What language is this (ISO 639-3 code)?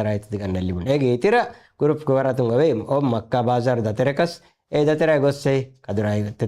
div